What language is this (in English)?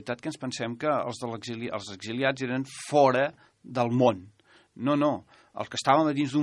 Catalan